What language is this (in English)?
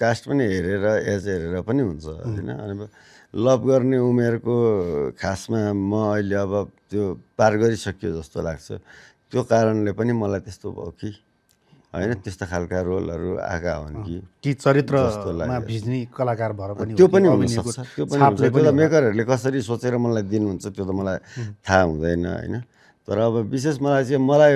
Nepali